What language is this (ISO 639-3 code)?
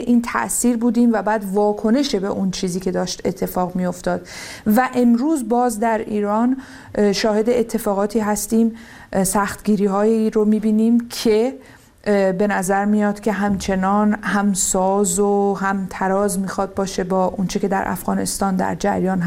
fas